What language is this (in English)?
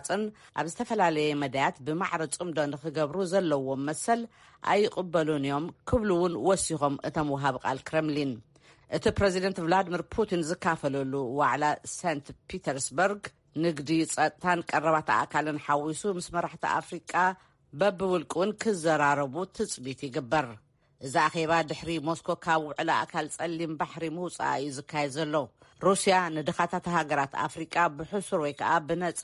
Tigrinya